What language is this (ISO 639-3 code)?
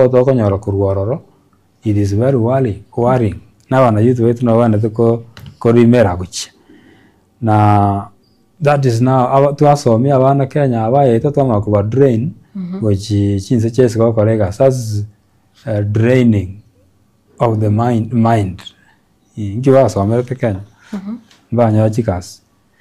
guz